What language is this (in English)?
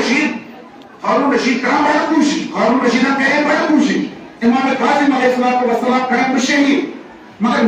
Kashmiri